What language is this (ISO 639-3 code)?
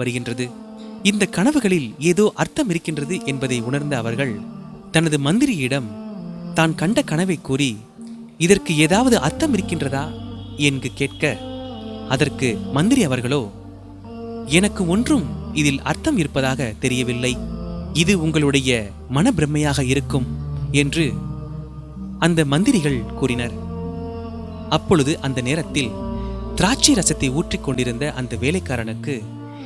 tam